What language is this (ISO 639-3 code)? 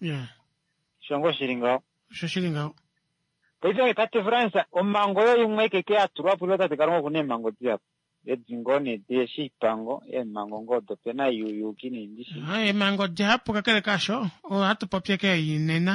kua